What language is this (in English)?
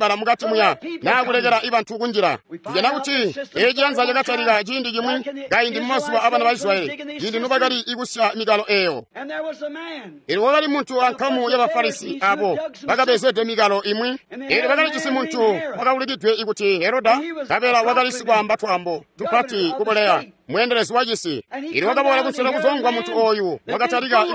Tonga (Zambia)